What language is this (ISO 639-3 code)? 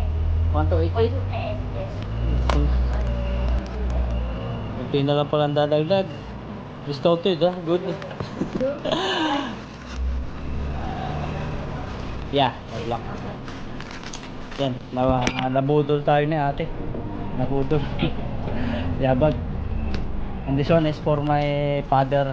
fil